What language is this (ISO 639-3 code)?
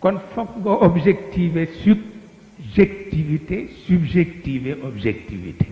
wol